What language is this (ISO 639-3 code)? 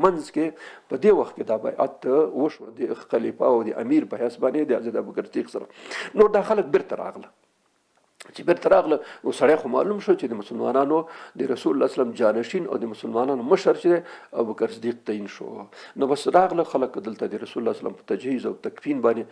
pus